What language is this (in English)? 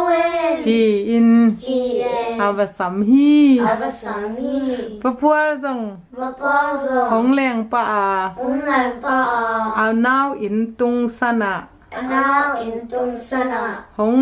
Tedim Chin